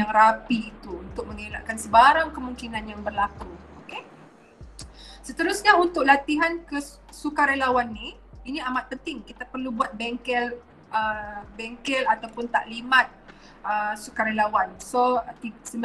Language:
Malay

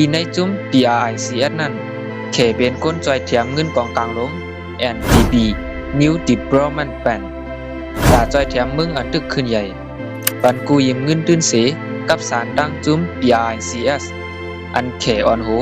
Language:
Shan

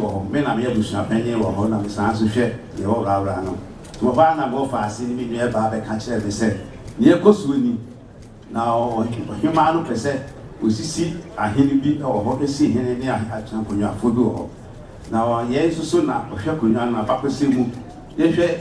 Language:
Akan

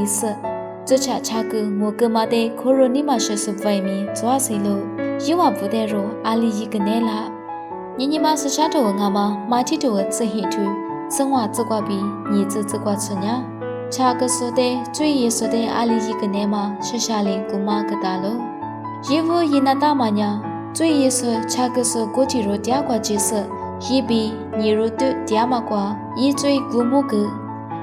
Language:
Lisu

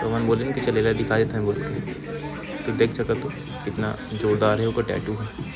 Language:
Chhattisgarhi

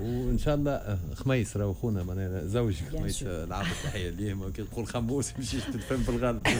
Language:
Tunisian Arabic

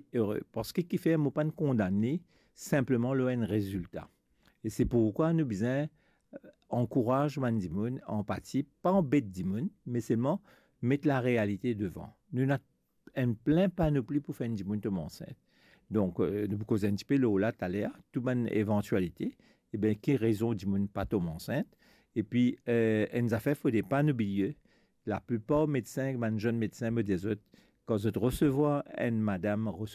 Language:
Morisyen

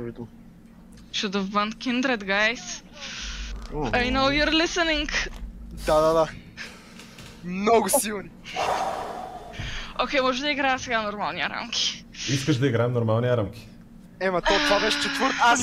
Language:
Bulgarian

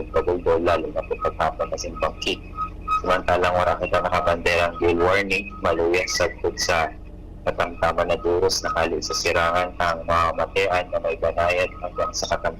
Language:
Bikol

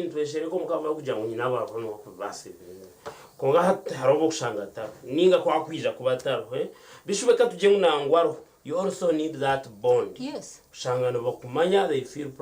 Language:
Nyankole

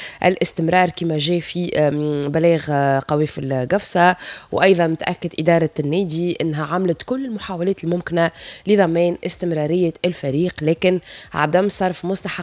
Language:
Tunisian Arabic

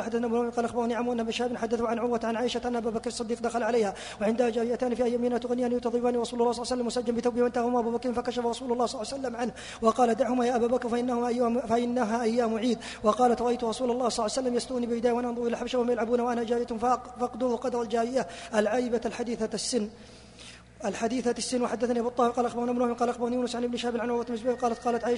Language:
Arabic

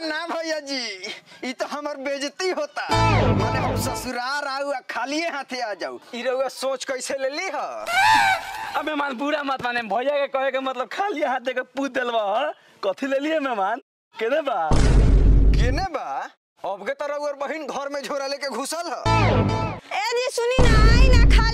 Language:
Bhojpuri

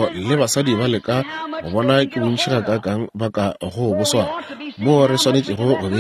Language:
Northern Sotho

